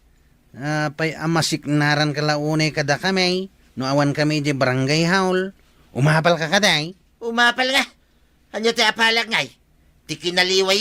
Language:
Iloko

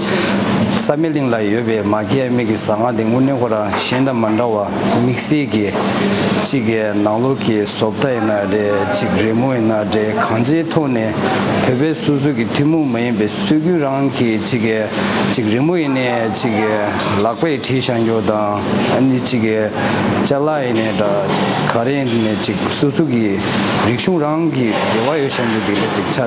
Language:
Tibetan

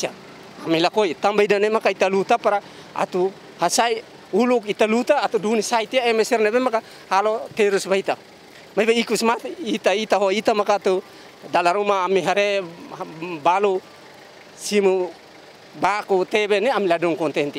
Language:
Tetum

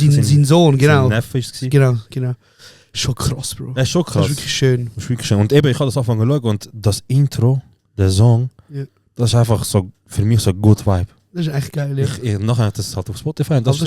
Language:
Swiss German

